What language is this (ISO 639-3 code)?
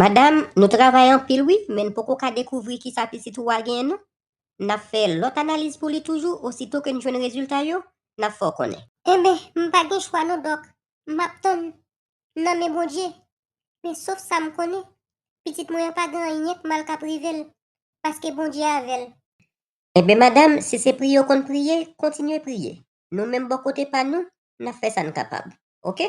hat